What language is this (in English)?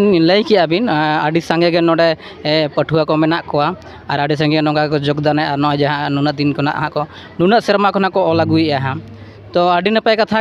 Santali